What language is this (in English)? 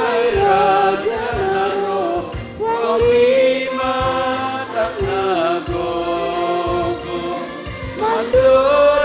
Batak Simalungun